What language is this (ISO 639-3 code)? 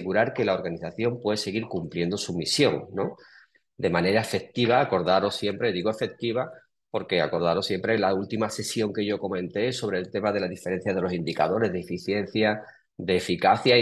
spa